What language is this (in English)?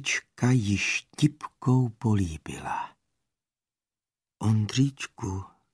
Czech